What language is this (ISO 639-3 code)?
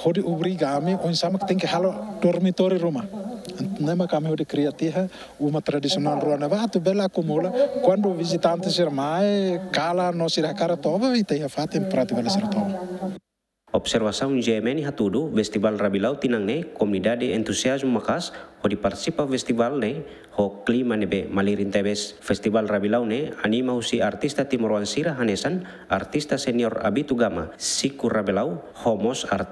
tet